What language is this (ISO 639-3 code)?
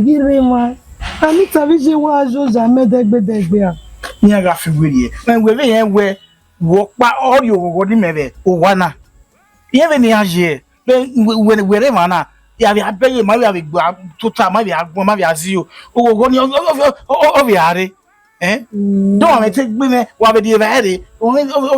bin